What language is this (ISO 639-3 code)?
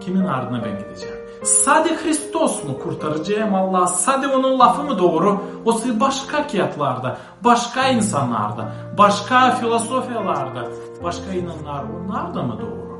gag